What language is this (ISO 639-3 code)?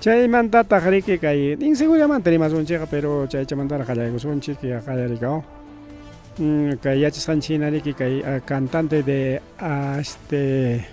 quy